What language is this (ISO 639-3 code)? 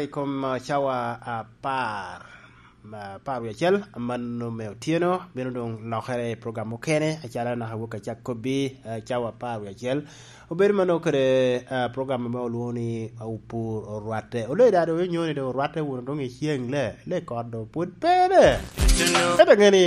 laj